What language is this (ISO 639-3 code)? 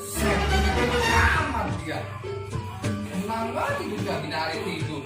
bew